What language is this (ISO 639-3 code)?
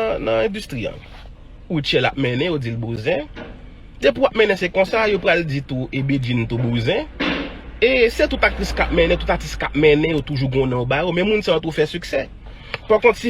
hat